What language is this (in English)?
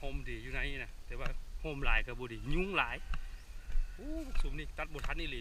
Lao